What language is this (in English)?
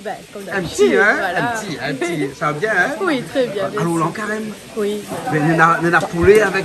Réunion Creole French